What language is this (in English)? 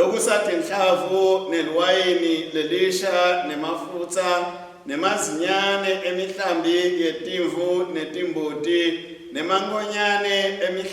Swati